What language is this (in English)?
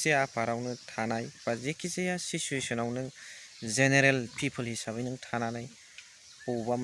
Bodo